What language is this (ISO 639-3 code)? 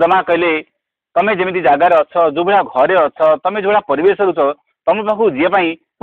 ori